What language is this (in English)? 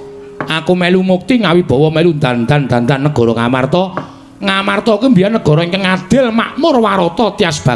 Javanese